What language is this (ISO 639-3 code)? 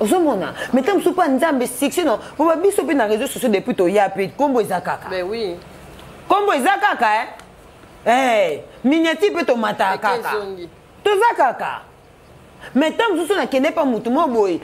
lin